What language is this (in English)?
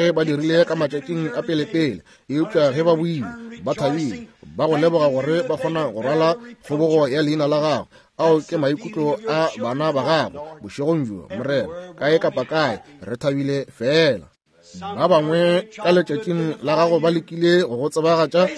Northern Sotho